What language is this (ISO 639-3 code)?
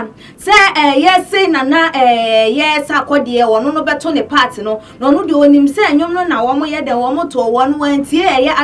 aka